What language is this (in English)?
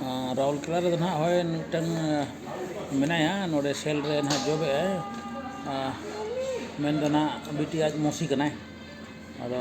Santali